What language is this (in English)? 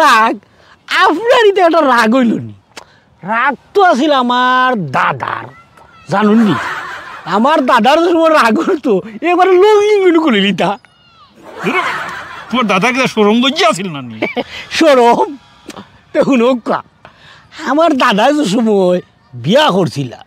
Sylheti